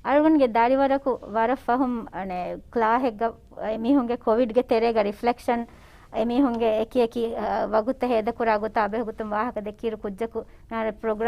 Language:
Divehi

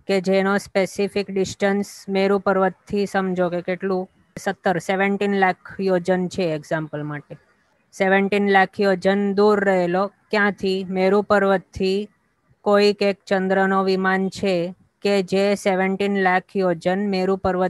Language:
Gujarati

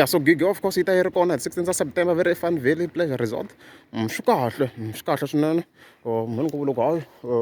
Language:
Tsonga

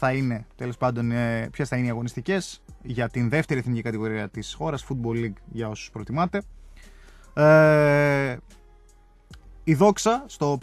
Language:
Greek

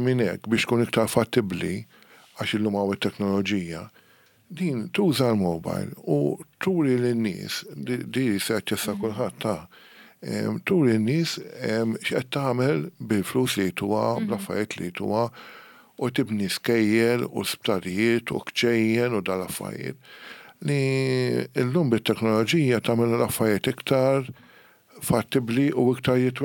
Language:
Maltese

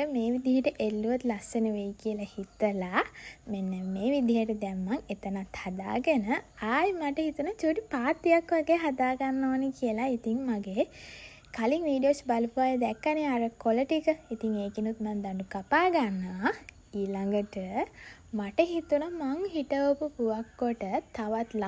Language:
Sinhala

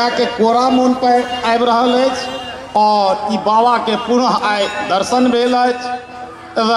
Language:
Maithili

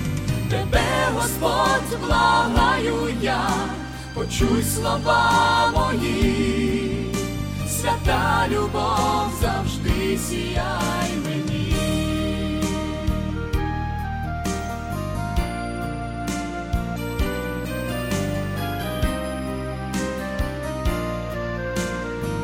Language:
Ukrainian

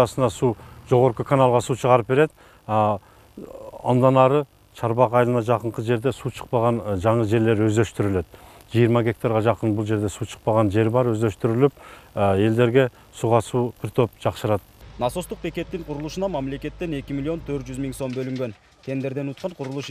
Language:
Kyrgyz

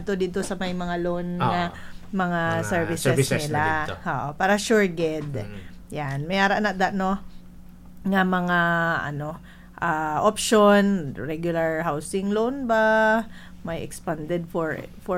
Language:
Hiligaynon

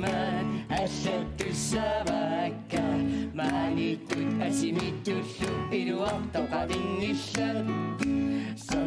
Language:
Kalaallisut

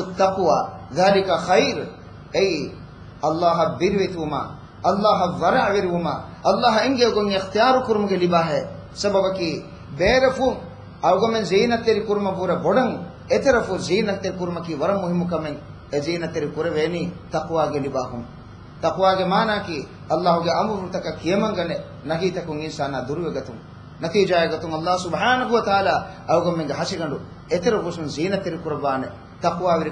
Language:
Divehi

